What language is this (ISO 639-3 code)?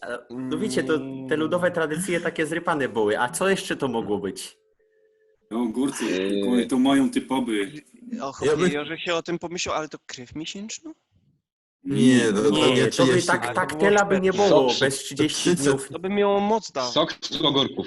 szl